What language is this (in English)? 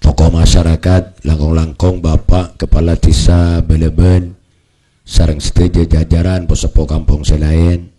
Madurese